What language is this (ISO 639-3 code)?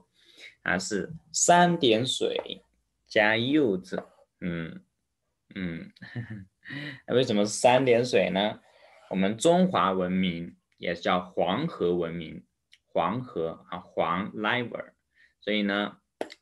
zho